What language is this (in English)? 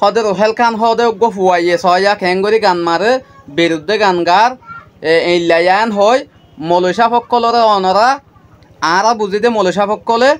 Rohingya